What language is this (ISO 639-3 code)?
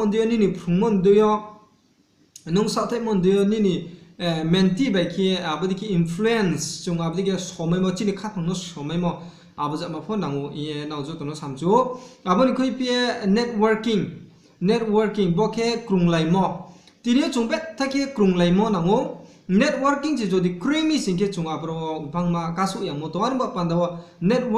ria